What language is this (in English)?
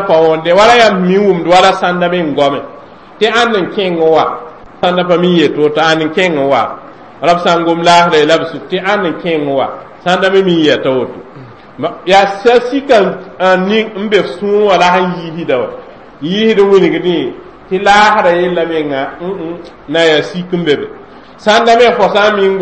Mossi